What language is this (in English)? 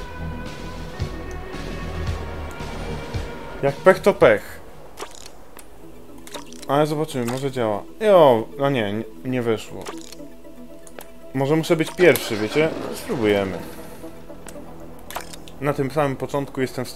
Polish